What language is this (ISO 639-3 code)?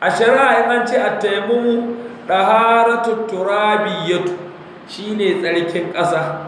hau